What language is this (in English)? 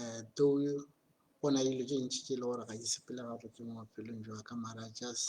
Tswana